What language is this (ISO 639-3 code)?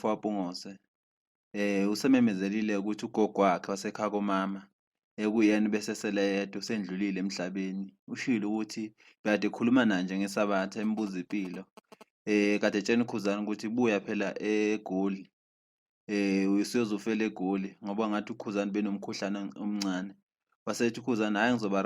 zul